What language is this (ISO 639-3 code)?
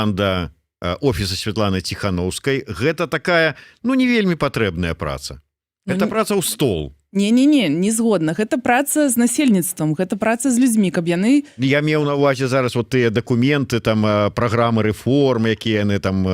bel